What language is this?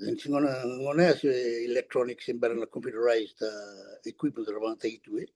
Fijian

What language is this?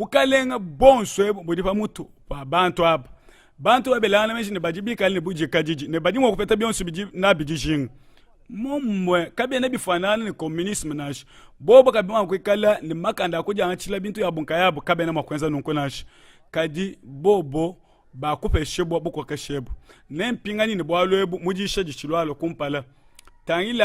Luba-Lulua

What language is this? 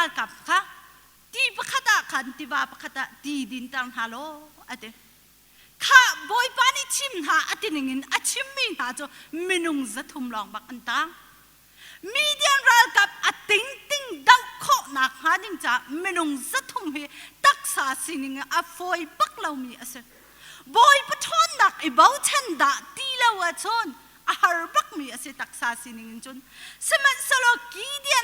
Hakha Chin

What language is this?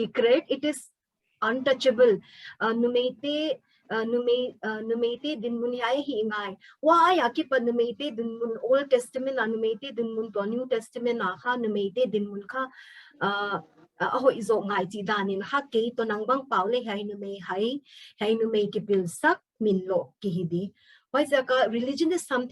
Paite Chin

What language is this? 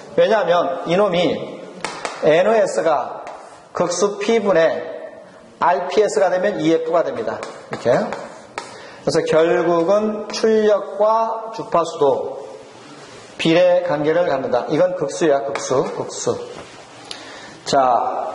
Korean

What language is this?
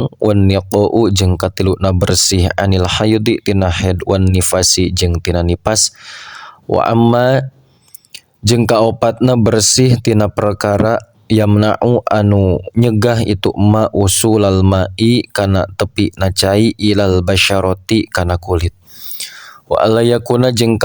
Sundanese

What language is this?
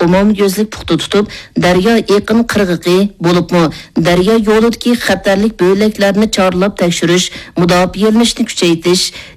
Uyghur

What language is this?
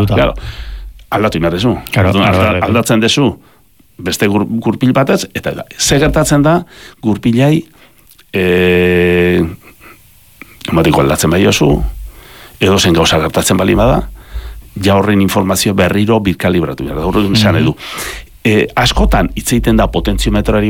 Basque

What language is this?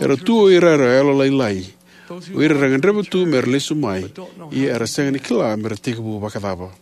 Fijian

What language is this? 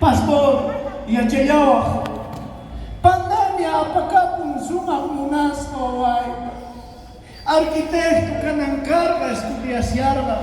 South Bolivian Quechua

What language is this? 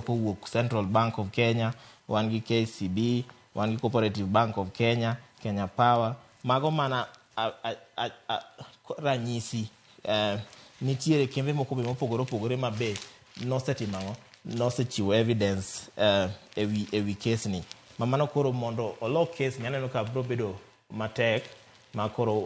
Luo (Kenya and Tanzania)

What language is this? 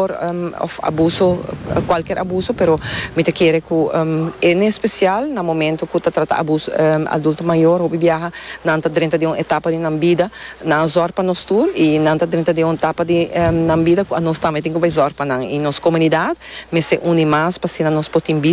Papiamento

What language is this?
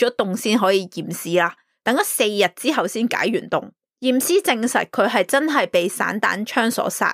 Cantonese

